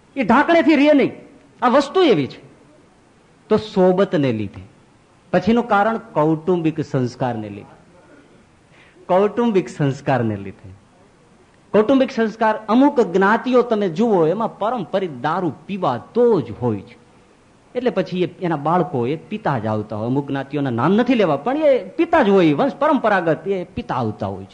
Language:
Gujarati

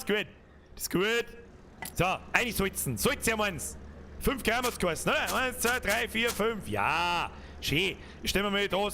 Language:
Bavarian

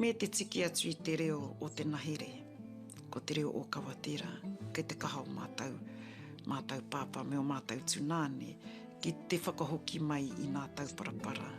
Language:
Māori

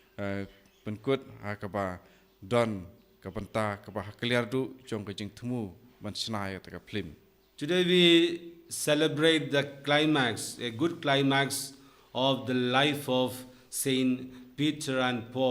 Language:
Khasi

